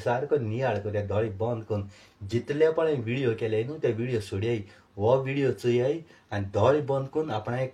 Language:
Konkani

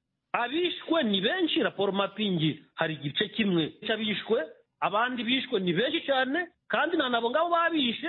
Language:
Kinyarwanda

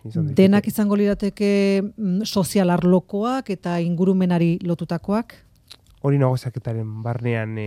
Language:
Basque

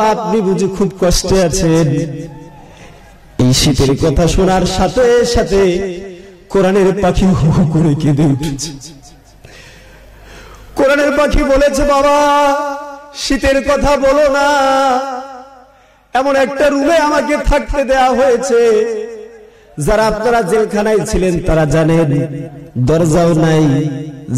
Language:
Bangla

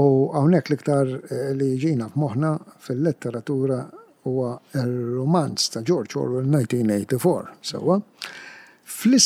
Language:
Maltese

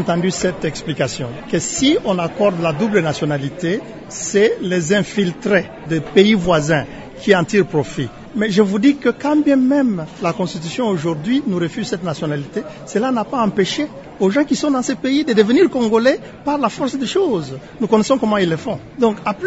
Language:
French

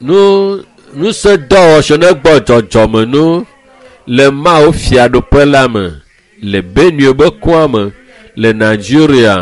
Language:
Ewe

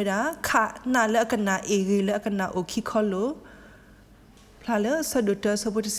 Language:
S'gaw Karen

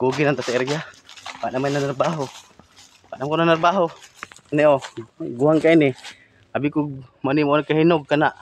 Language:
Cebuano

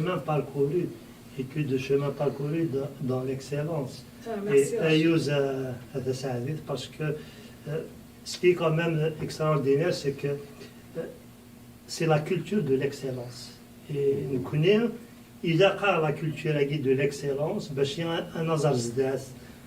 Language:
Kabyle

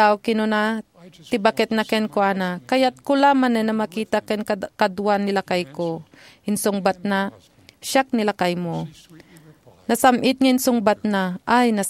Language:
Iloko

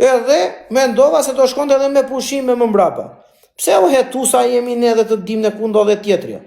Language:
Albanian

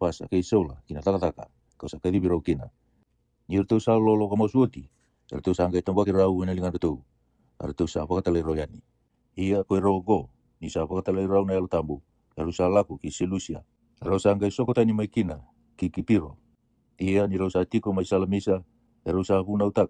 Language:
Fijian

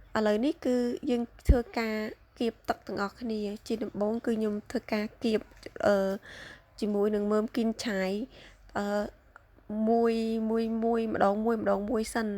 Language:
Khmer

